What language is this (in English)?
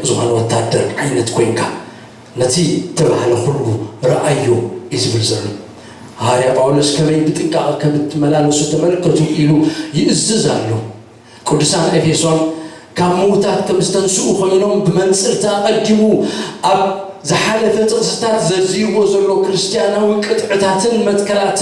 Tigrinya